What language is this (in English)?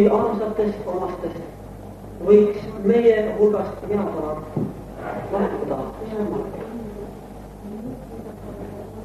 Estonian